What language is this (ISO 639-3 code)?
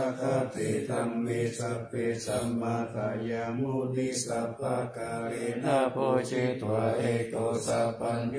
pli